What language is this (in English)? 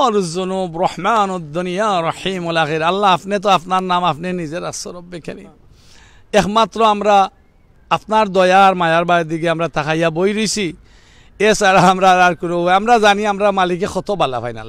Sylheti